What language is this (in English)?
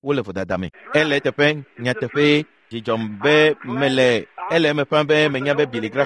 Ewe